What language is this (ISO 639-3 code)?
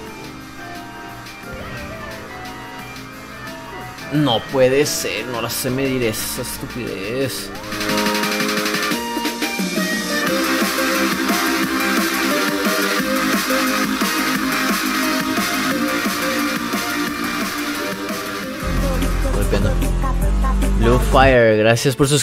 spa